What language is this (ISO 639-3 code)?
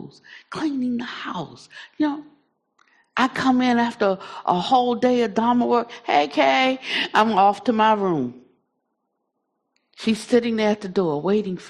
eng